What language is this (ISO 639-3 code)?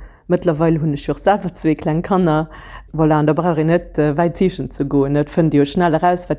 ltz